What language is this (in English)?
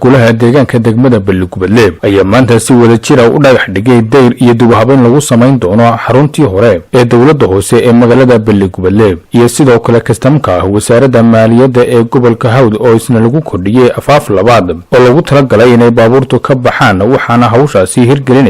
Somali